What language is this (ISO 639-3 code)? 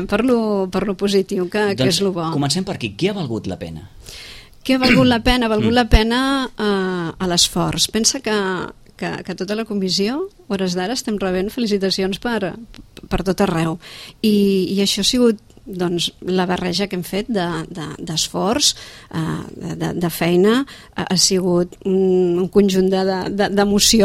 cat